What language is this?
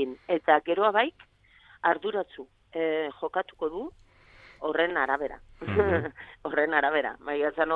Basque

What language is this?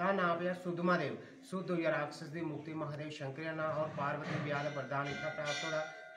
Dogri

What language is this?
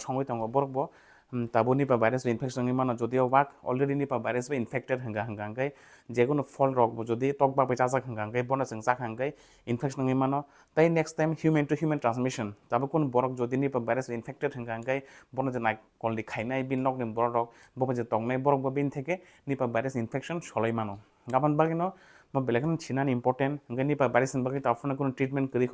Kok Borok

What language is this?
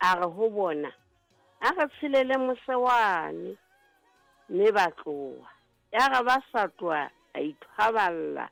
Southern Sotho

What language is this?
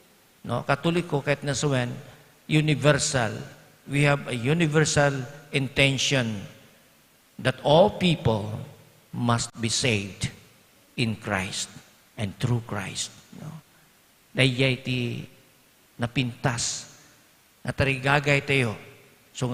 Iloko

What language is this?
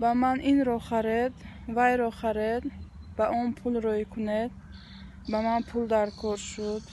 Tajik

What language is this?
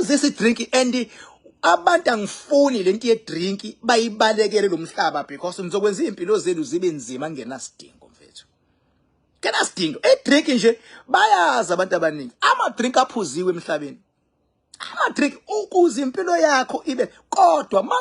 Zulu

